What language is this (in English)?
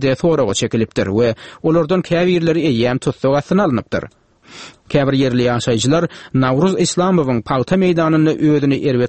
Turkmen